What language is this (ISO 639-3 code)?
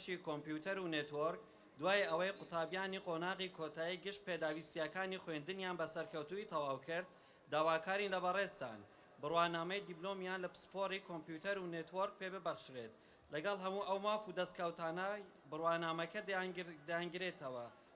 ckb